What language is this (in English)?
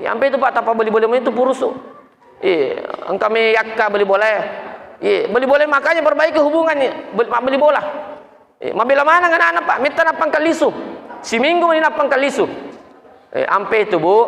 Buginese